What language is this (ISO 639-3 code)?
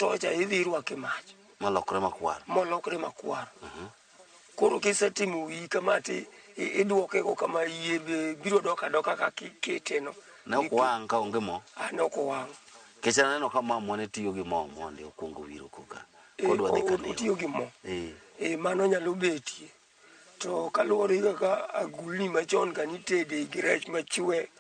luo